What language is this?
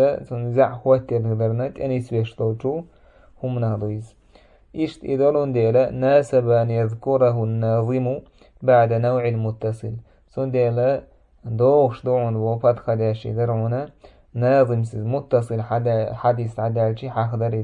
Chechen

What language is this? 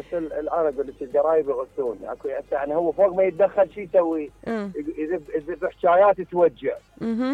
Mesopotamian Arabic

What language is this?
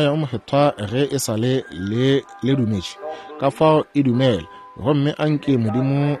Northern Sotho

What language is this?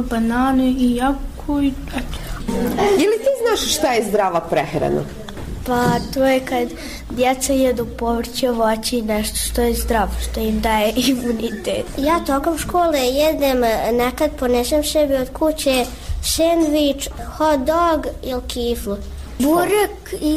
Bosnian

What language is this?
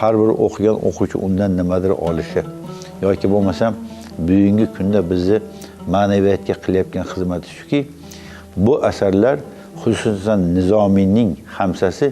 Uzbek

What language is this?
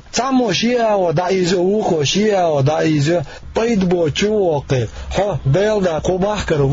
Chechen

